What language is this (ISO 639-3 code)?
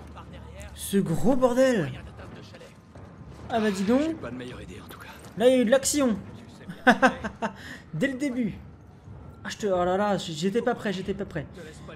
fra